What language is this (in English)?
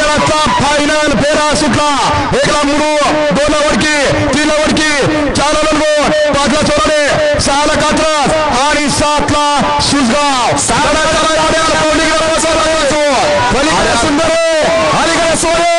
Marathi